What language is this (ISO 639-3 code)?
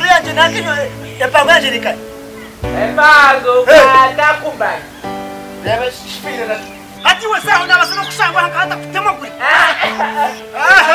nyn